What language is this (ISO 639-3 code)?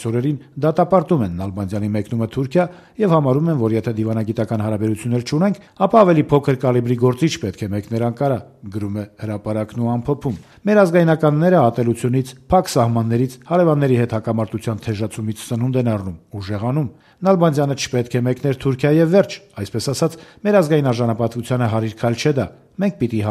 hye